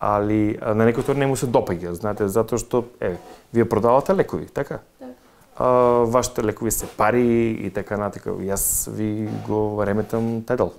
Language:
Macedonian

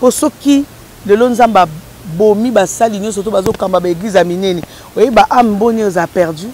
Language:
Lingala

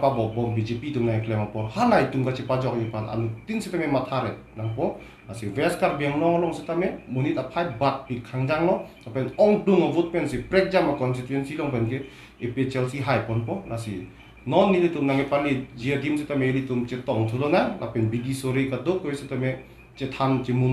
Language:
Karbi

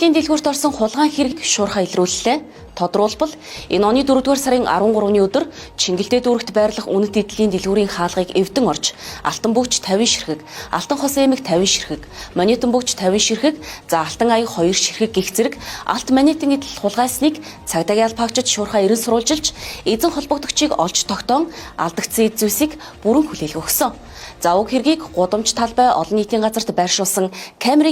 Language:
Mongolian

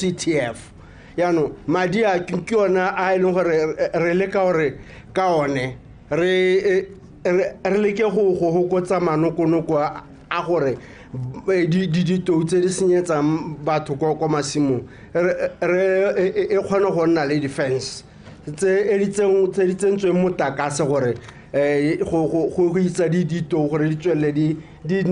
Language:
Tswana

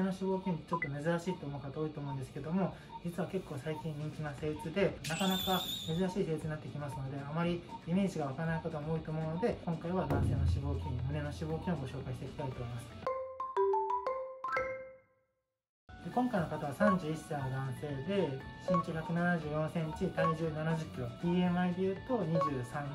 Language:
Japanese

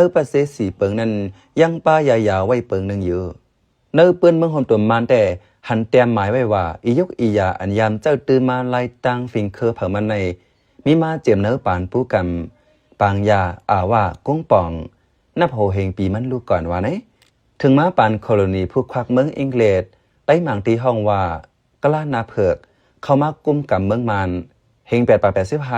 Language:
Shan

